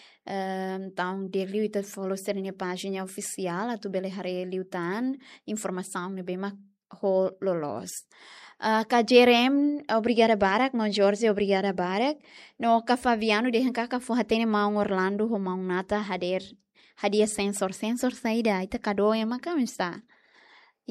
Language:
Tetum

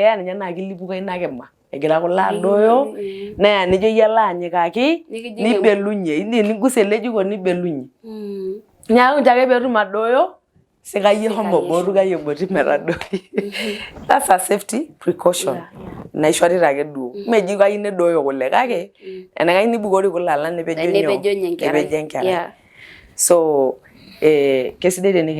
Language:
Masai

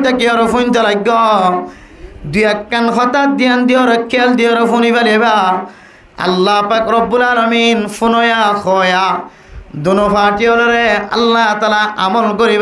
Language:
Rohingya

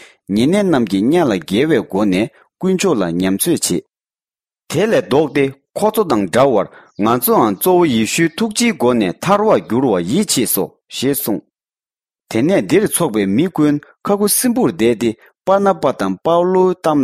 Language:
Tibetan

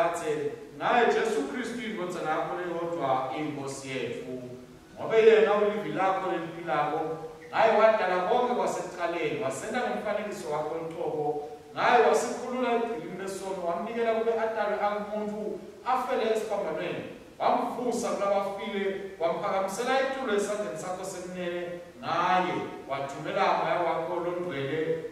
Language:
Swati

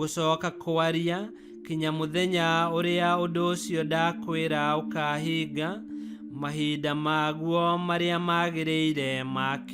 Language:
Kikuyu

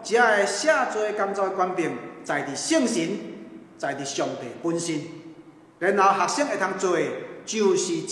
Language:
Min Nan Chinese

